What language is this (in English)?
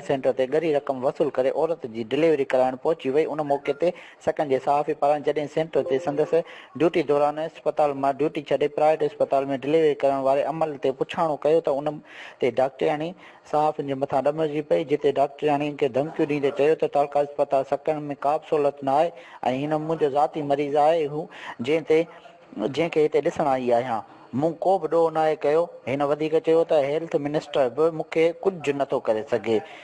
Sindhi